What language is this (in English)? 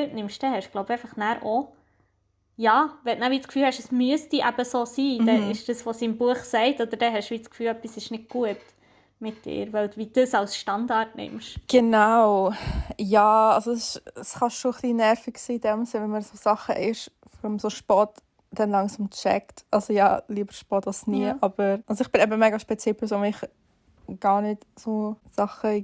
Swiss German